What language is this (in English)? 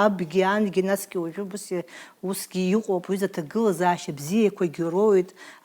Abkhazian